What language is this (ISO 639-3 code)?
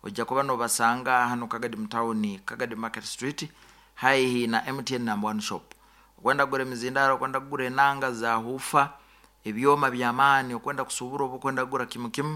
nyo